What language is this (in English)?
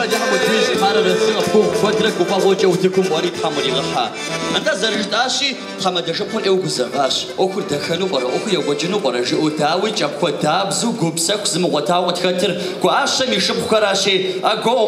Kabardian